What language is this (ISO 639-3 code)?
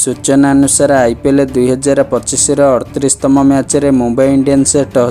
ori